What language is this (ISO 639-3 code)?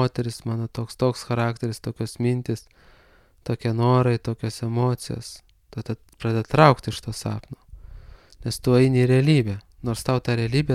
lit